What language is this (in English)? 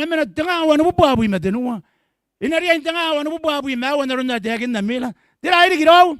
Gilbertese